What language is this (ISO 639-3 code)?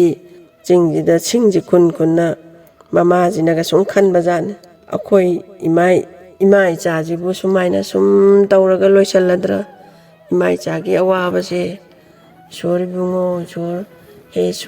mni